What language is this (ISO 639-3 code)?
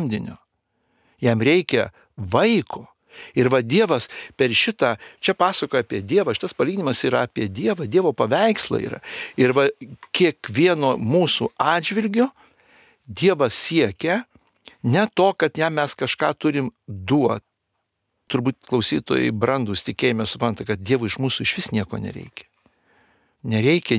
lit